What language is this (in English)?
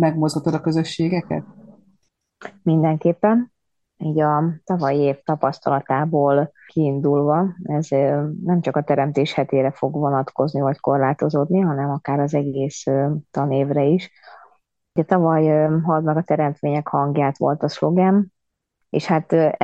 Hungarian